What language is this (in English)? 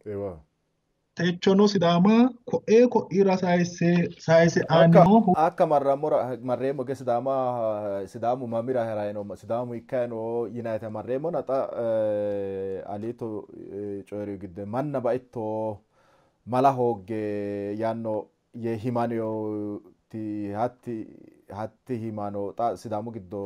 Sidamo